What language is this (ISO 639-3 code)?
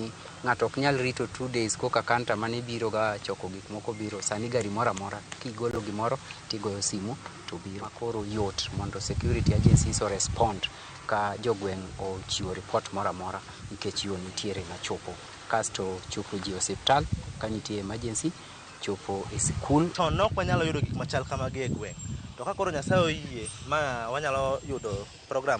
luo